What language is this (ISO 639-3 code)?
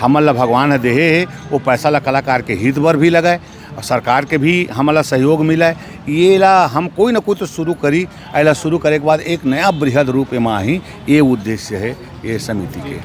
hne